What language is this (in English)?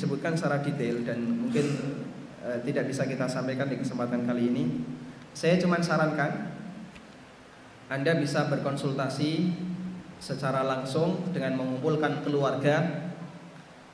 Indonesian